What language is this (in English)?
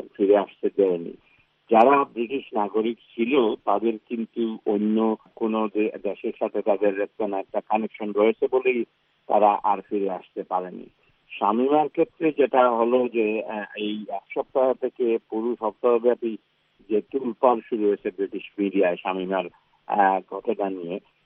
Bangla